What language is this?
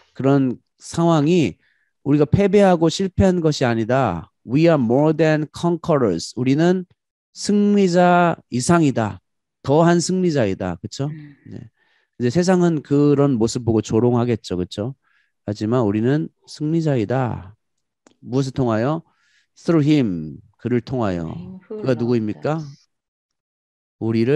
Korean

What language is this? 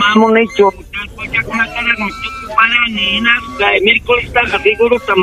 Ayacucho Quechua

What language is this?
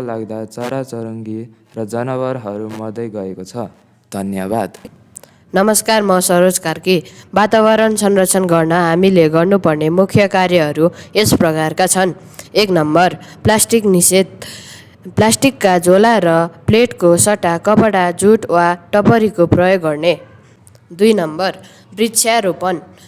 Nepali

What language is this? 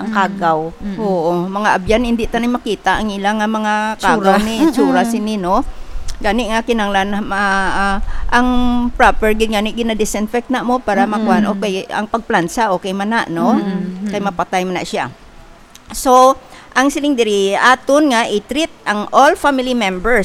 Hiligaynon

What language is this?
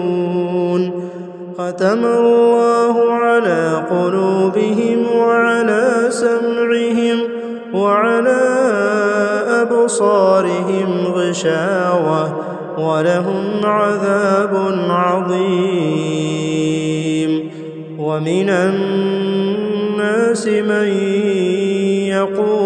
Arabic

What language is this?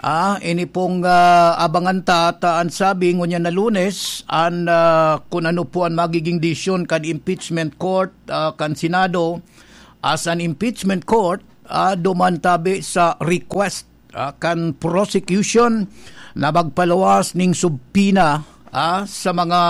Bikol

